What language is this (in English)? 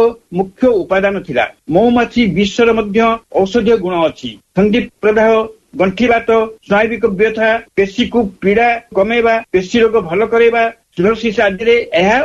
Odia